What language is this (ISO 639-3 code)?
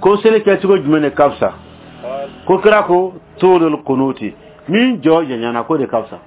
dyu